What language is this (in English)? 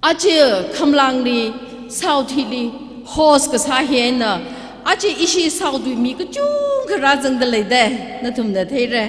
Tangkhul Naga (India)